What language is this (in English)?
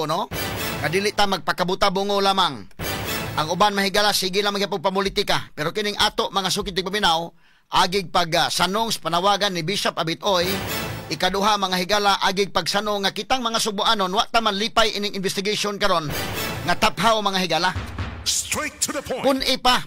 Cebuano